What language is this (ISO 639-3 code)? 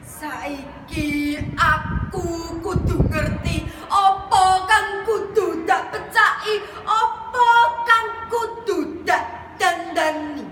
jav